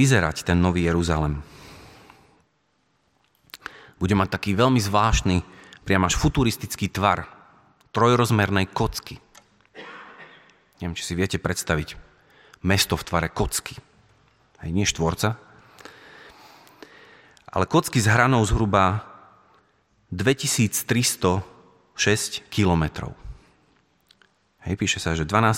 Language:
Slovak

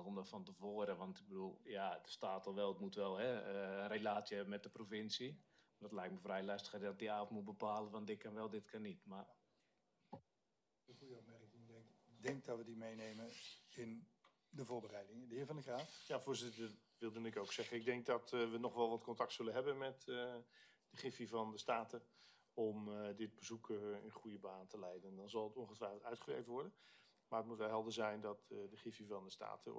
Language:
Dutch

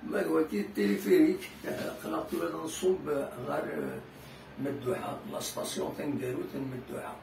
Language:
Kabyle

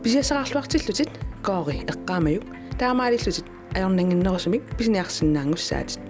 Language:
Kalaallisut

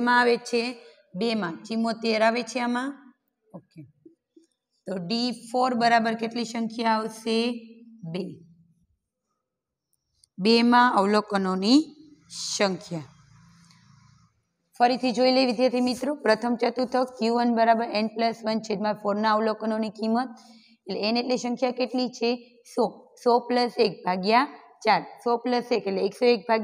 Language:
Gujarati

